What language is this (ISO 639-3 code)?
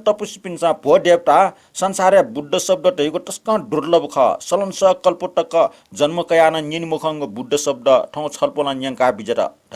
new